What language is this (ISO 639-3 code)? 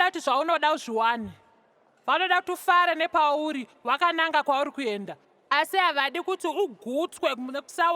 sna